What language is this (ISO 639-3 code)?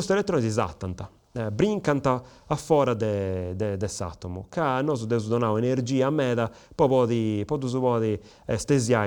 srd